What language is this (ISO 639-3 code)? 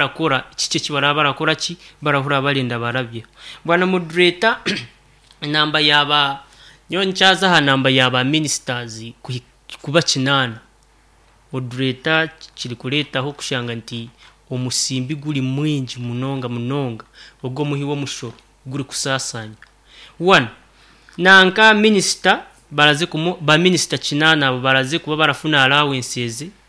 nyn